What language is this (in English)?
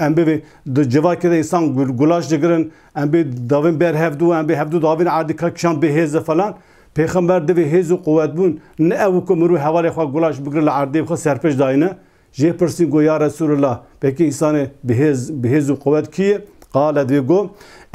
Kurdish